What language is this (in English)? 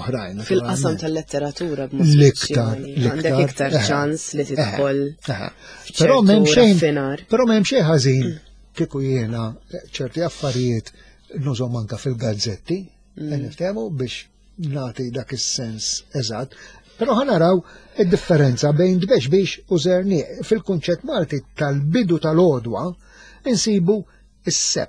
Maltese